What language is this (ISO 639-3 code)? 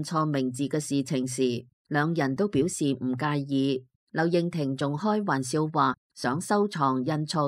yue